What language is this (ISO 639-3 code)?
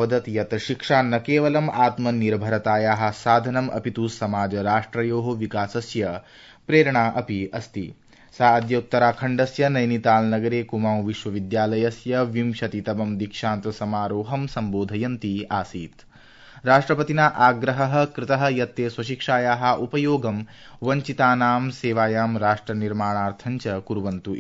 san